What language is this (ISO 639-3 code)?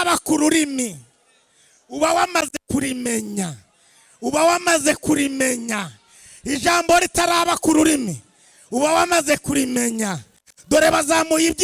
kin